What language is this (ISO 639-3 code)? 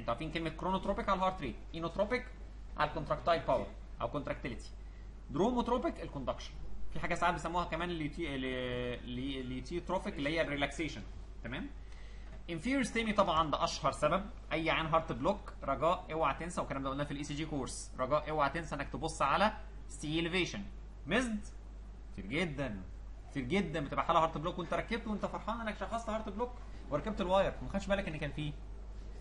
arz